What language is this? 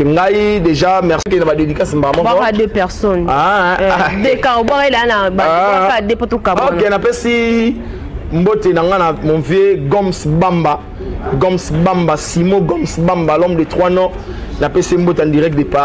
Lingala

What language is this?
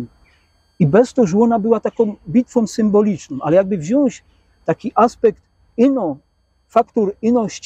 Silesian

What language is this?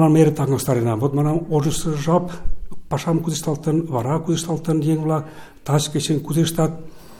Mari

